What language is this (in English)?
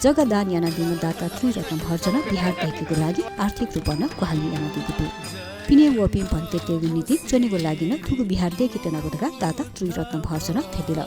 Newari